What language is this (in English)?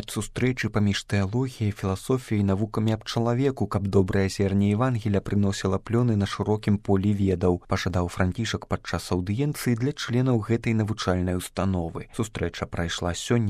Belarusian